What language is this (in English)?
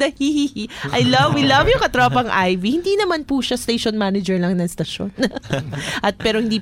Filipino